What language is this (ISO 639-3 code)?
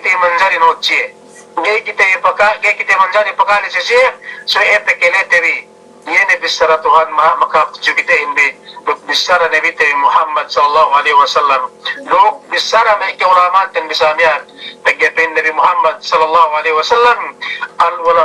yka